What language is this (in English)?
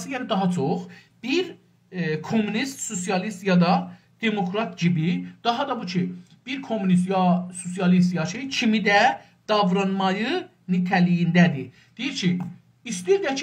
South Azerbaijani